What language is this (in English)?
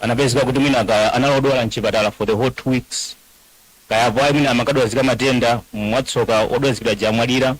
Nyanja